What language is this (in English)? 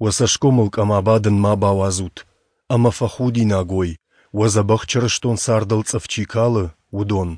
Ossetic